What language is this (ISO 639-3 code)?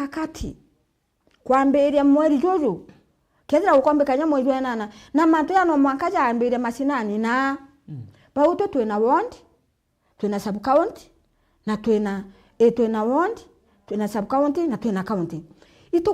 mer